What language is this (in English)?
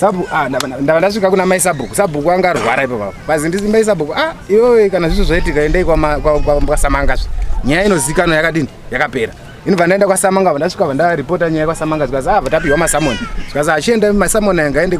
Shona